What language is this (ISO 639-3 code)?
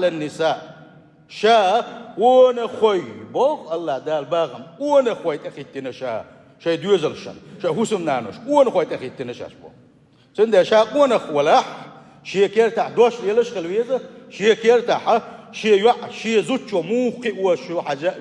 che